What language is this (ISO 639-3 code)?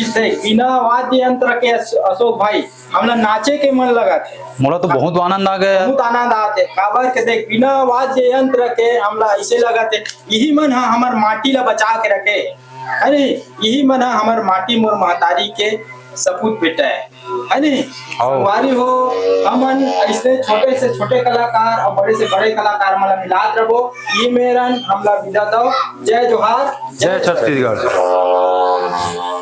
hne